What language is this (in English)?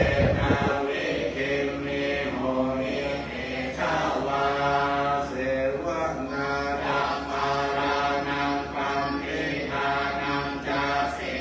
Pali